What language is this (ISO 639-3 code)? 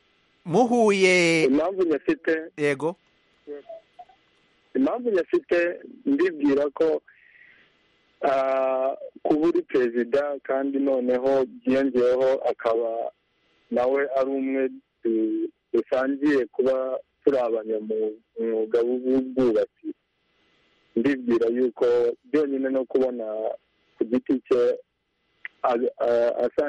kin